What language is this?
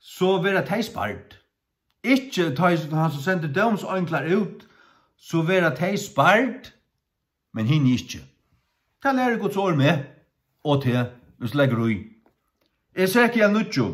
Faroese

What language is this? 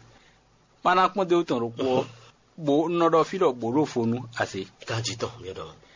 Fon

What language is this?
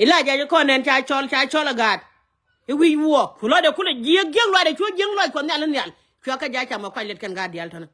Nuer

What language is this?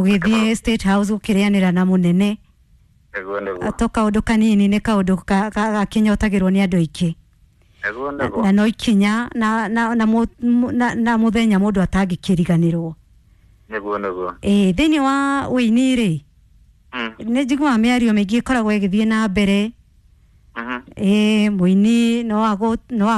Kikuyu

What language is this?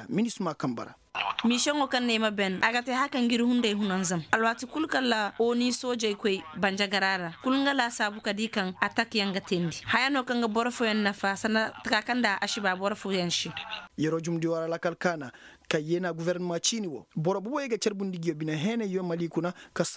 Koyraboro Senni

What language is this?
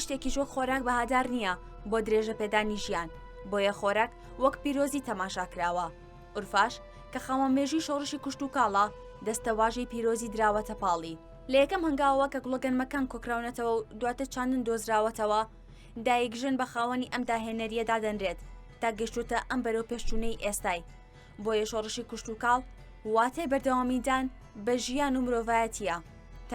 Central Kurdish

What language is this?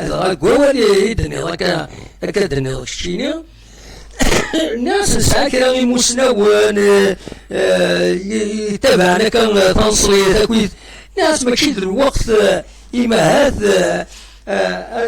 Kabyle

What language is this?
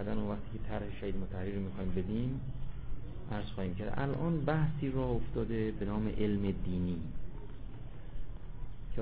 Persian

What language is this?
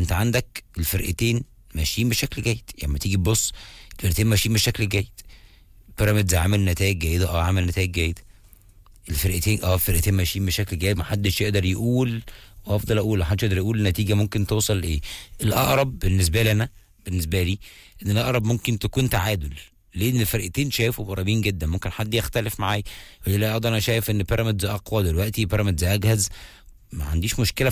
Egyptian Arabic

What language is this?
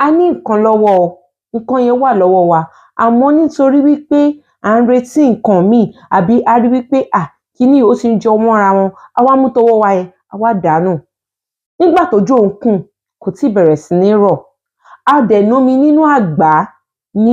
Yoruba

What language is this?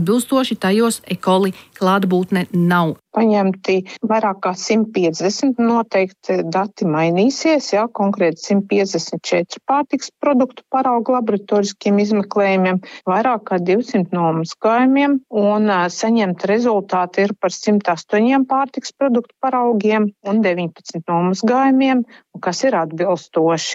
Latvian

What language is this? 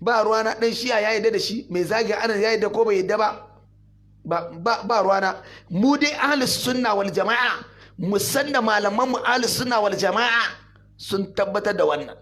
Hausa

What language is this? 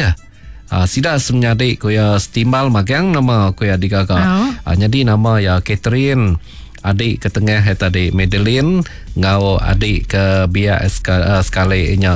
Iban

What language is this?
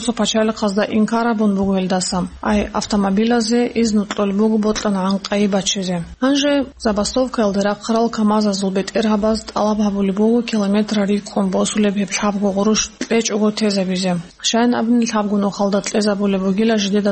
Avaric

